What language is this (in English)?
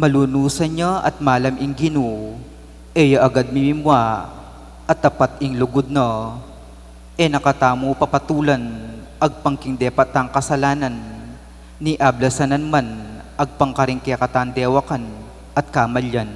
Pampanga